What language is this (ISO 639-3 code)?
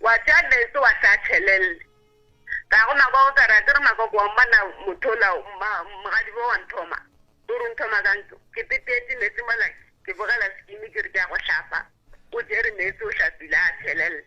nso